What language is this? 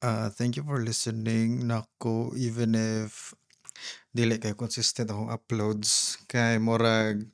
Cebuano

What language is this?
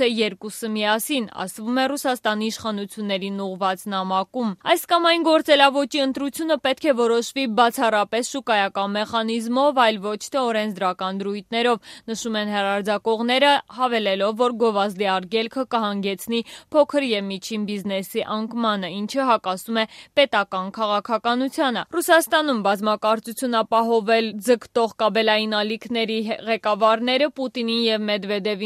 Armenian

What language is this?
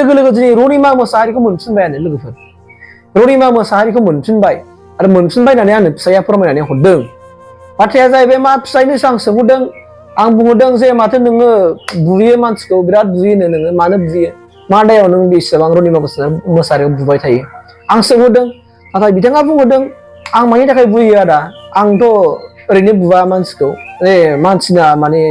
Bodo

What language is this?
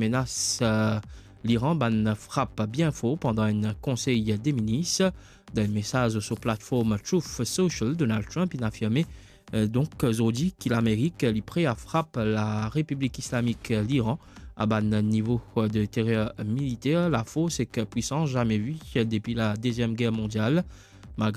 Morisyen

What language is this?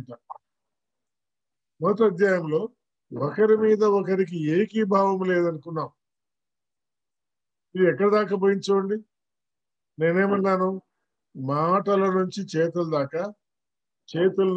Telugu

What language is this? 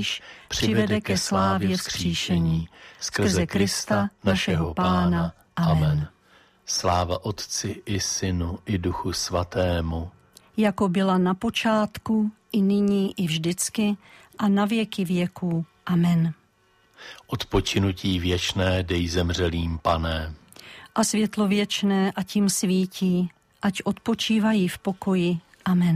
Czech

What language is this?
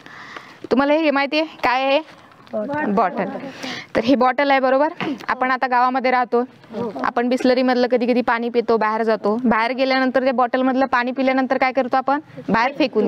Marathi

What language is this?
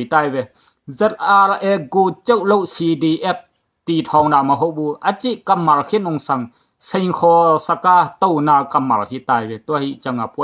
Tedim Chin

